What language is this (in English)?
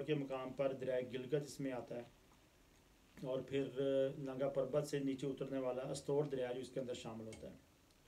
Urdu